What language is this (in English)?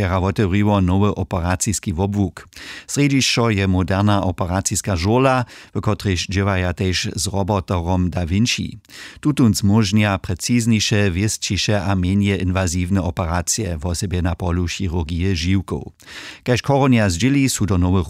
Upper Sorbian